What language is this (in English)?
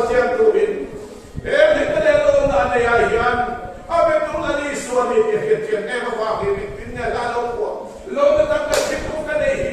Mizo